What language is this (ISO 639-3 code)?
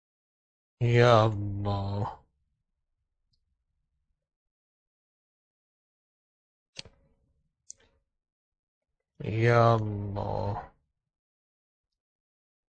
urd